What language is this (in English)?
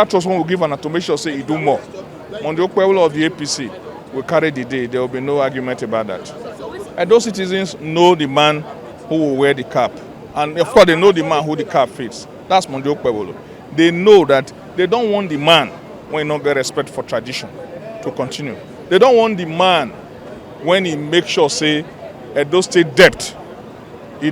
Nigerian Pidgin